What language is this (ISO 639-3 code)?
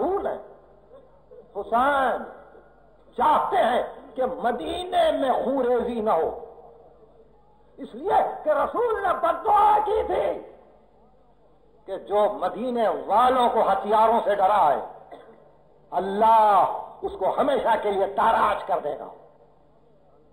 urd